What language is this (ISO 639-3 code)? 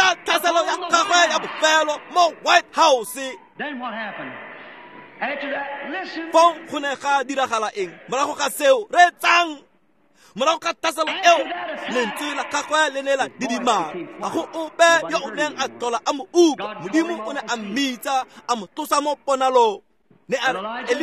tsn